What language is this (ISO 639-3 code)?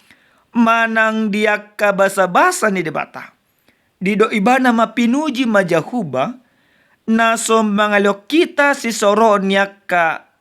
bbc